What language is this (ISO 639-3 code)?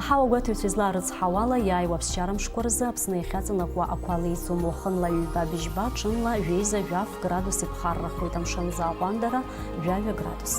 abk